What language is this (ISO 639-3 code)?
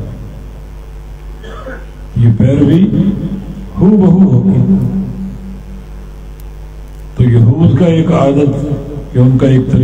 urd